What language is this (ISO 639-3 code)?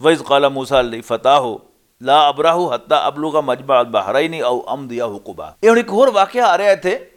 lah